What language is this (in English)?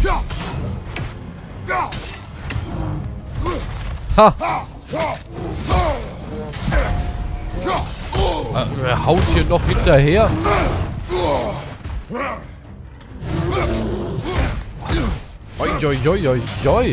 German